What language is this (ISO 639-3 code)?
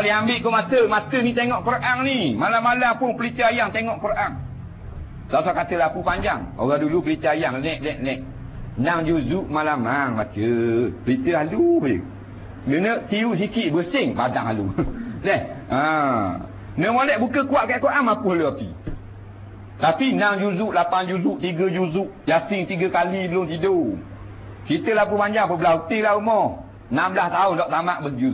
msa